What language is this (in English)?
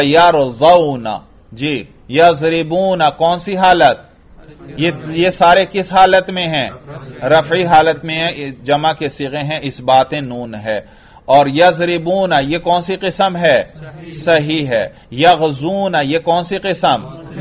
Urdu